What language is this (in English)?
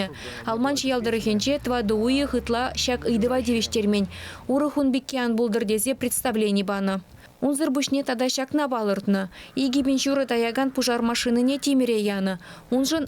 Chuvash